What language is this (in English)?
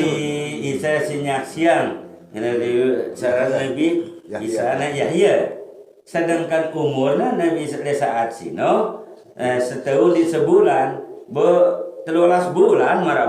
Sasak